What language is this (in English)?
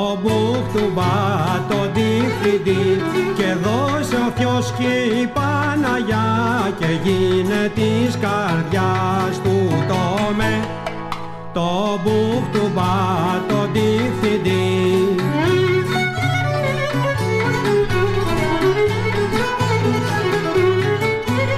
Greek